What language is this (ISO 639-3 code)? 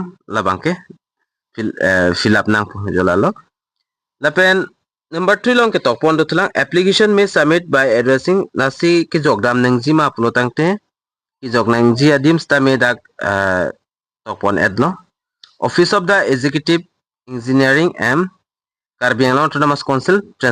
mjw